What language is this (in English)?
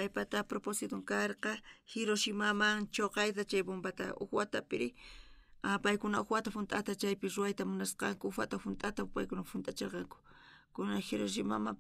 South Bolivian Quechua